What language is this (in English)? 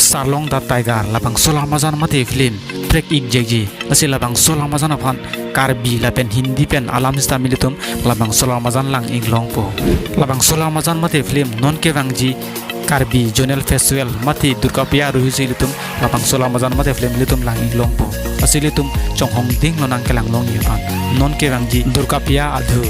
Karbi